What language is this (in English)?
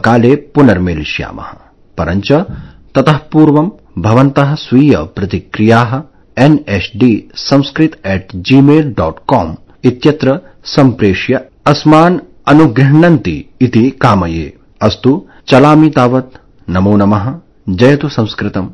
Sanskrit